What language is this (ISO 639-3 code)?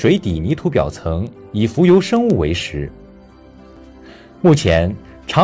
zho